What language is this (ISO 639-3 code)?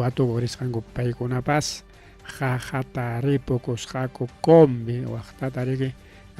quy